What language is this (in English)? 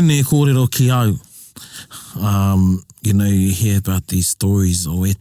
Māori